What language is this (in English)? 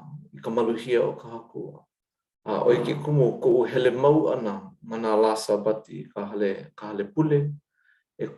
Hawaiian